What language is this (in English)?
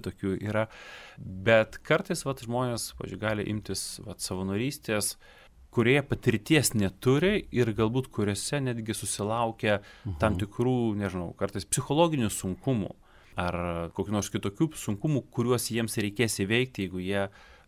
Lithuanian